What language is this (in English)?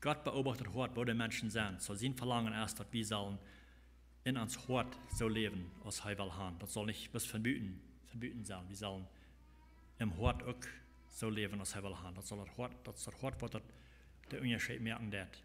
Plautdietsch